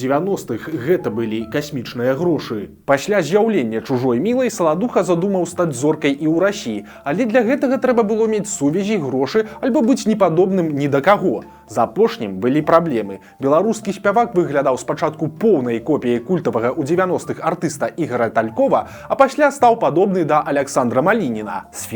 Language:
Belarusian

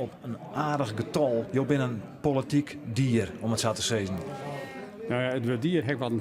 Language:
Western Frisian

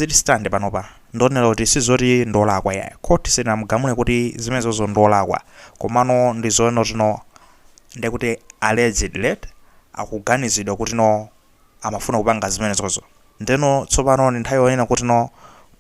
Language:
Nyanja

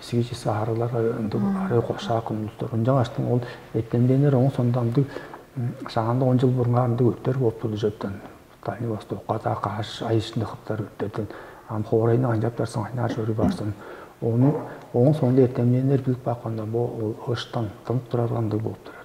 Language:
Tuvinian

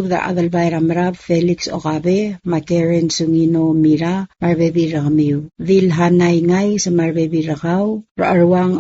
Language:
Palauan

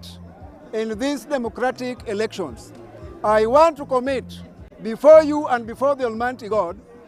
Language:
Gusii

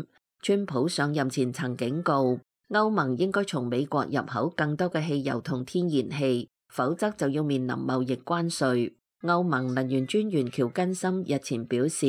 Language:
Cantonese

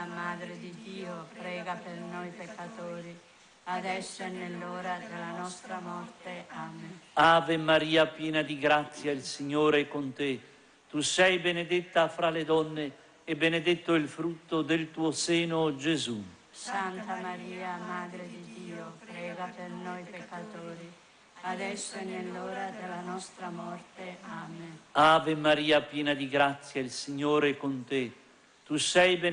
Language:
Italian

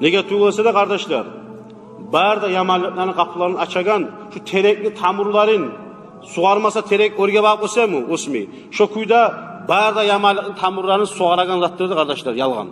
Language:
Kumyk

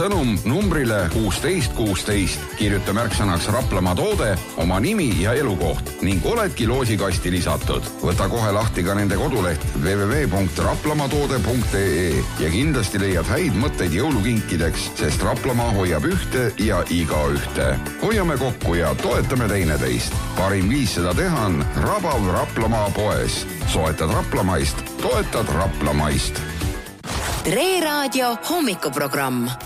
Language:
Estonian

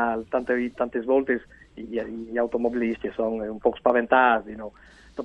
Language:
Friulian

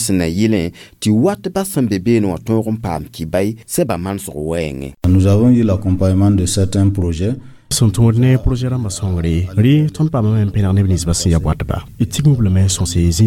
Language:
Mossi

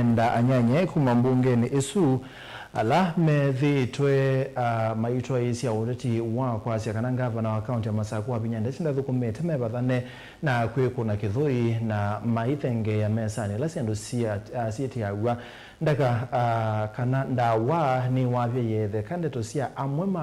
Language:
Kamba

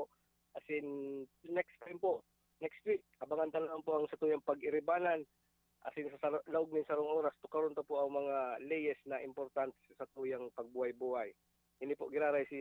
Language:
Bikol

